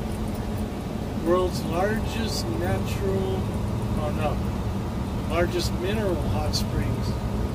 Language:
English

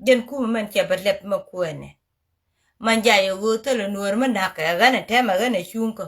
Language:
Nuer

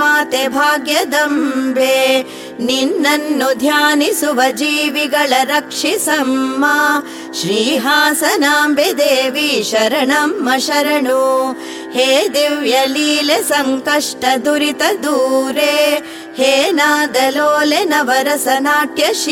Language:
Kannada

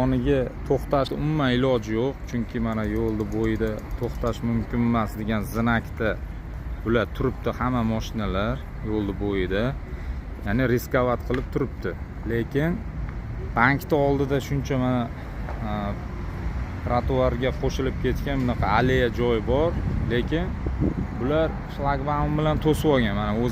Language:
Uzbek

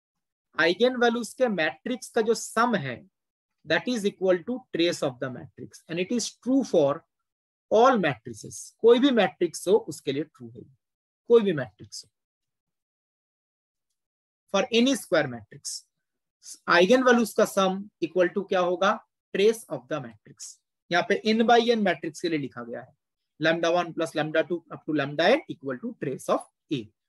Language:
Hindi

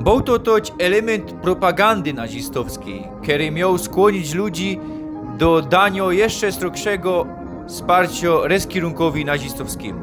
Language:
Silesian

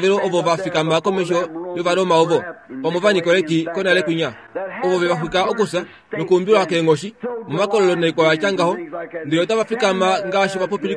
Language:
Kuanyama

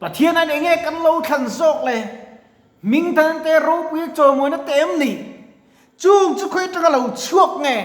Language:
Mizo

